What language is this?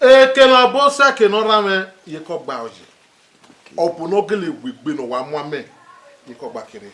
Bini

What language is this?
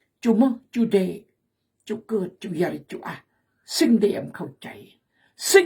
Khmu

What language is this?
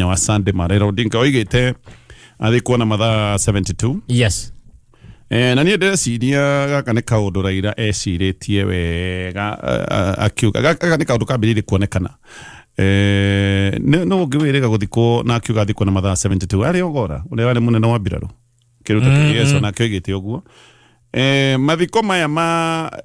Kikuyu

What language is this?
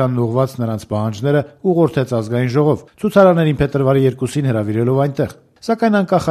Armenian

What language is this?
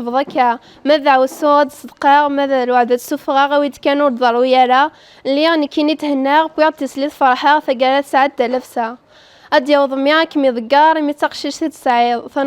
Kabyle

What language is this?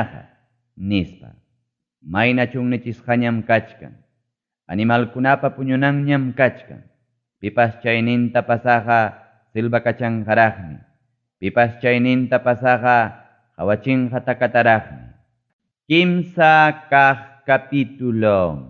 Ayacucho Quechua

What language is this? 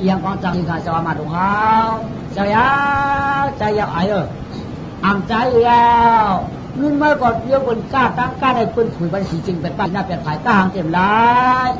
Shan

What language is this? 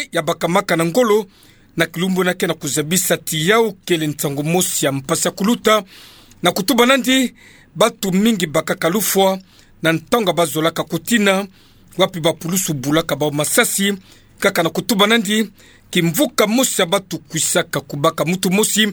Kituba (Democratic Republic of Congo)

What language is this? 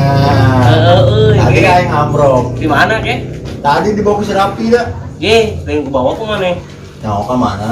Sundanese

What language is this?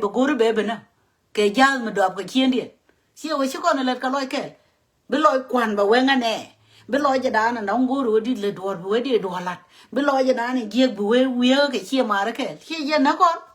Nuer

